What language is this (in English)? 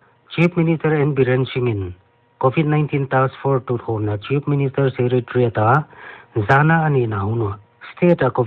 Paite Chin